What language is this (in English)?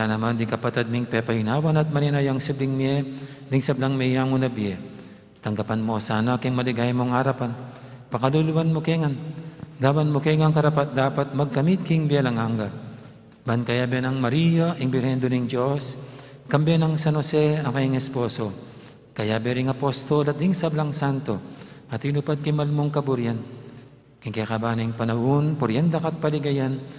Pampanga